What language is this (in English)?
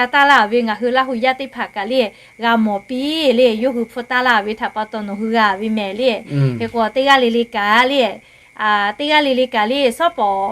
Lahu